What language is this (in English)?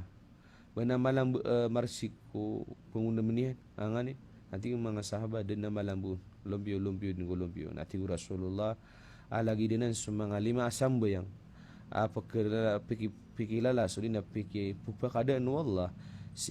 Maranao